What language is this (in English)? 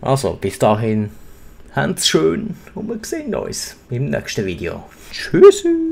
Swiss German